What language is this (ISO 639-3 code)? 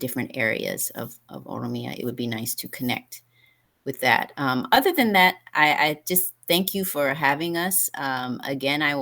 eng